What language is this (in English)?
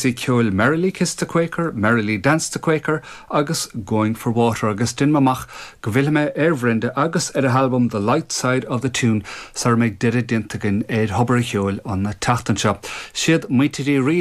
Irish